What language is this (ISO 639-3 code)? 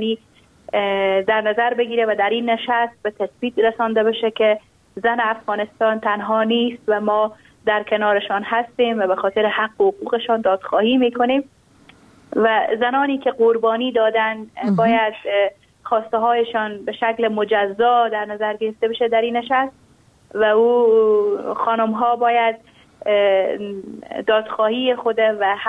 fas